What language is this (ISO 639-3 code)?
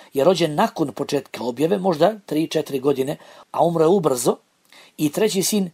bos